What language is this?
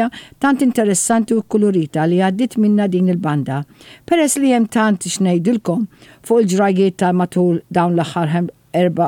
Maltese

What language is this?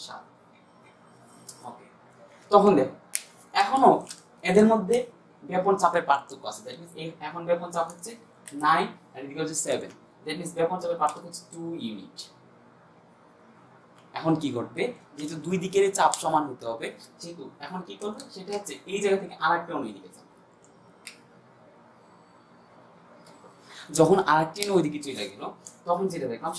Bangla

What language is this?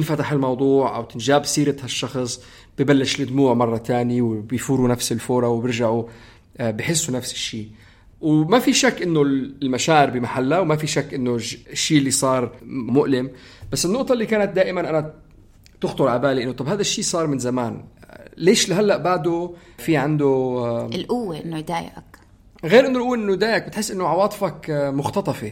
North Levantine Arabic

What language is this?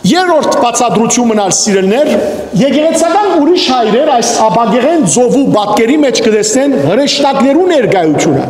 Western Armenian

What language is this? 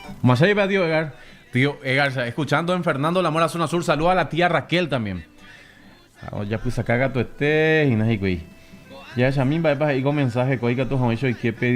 Guarani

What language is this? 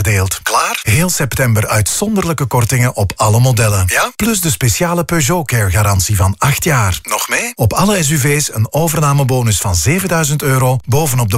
Dutch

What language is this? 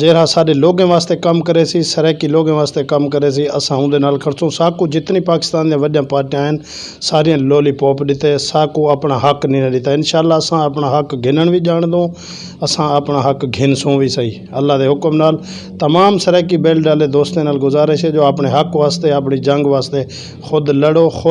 Saraiki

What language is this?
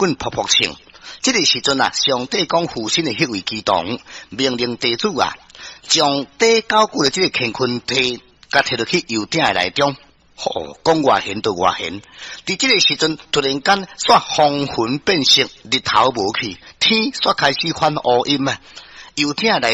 Min Nan Chinese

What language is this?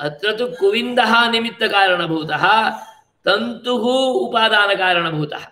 Sanskrit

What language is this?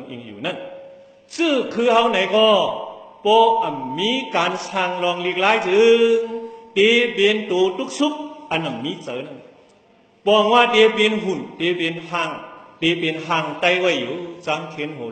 Shan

